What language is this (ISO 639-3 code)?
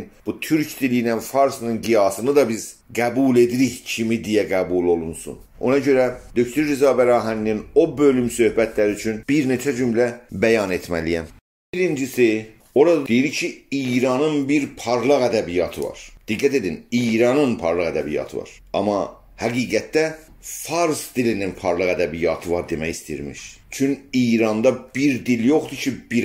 azb